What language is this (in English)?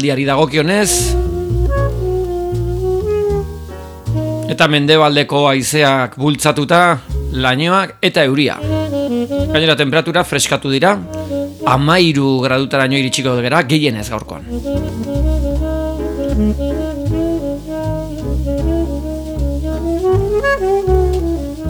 Basque